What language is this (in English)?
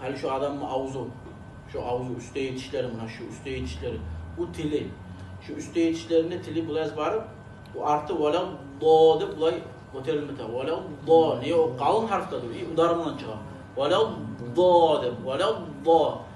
Kumyk